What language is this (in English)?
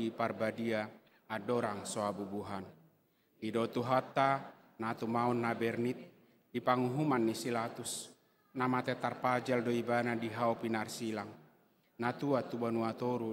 Batak Toba